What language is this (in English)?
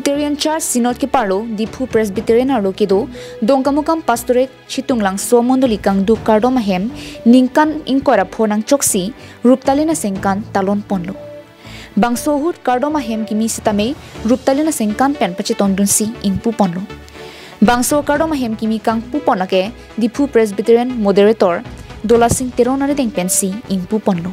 Karbi